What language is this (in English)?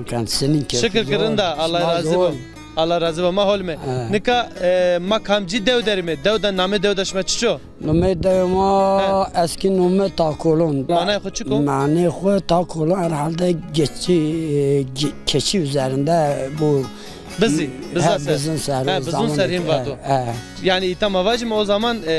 Zaza